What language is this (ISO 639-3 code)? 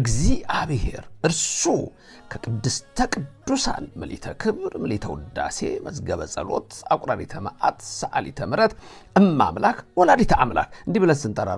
amh